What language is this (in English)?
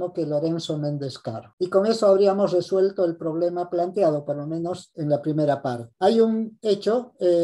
Spanish